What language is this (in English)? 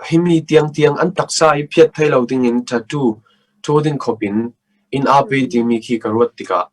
Hakha Chin